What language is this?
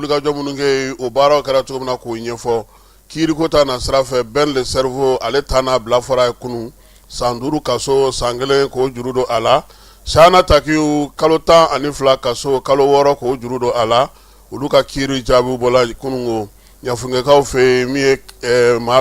Bambara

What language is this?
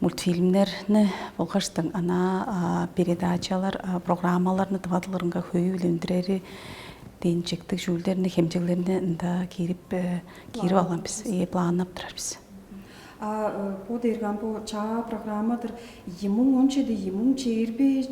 Tuvinian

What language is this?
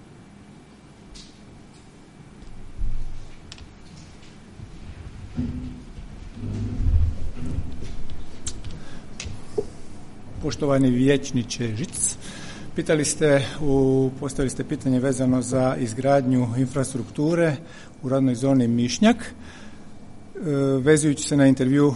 Croatian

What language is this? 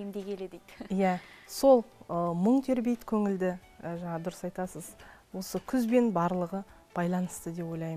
Kazakh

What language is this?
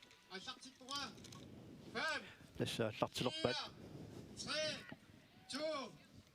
Kalaallisut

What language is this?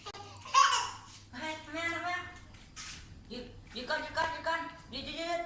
Lao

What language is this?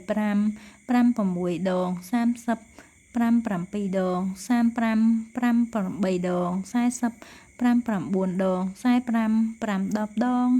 Khmer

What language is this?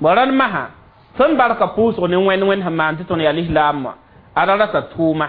Mossi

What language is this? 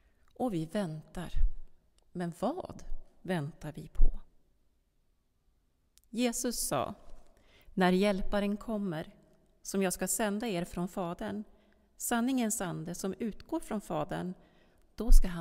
Swedish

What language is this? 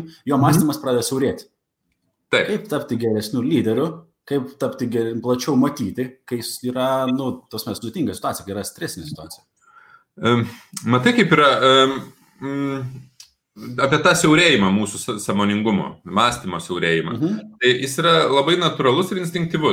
Lithuanian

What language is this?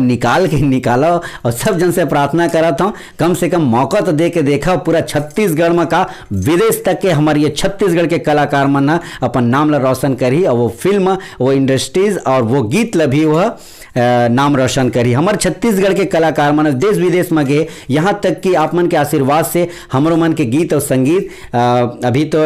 Chhattisgarhi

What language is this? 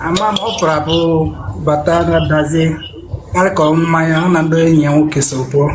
Igbo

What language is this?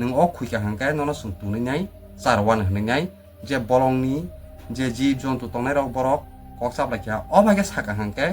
Kok Borok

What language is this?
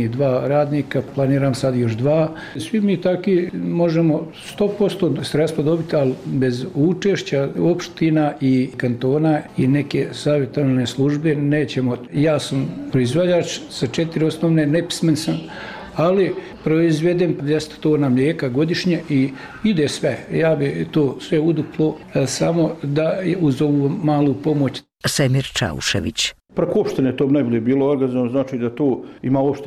Bosnian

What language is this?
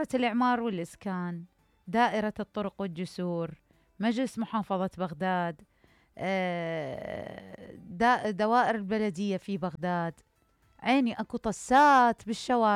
Mesopotamian Arabic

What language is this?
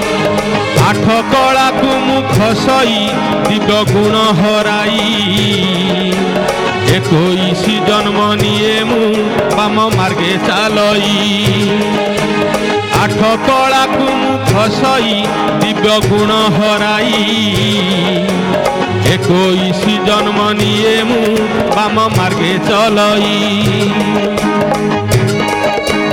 Odia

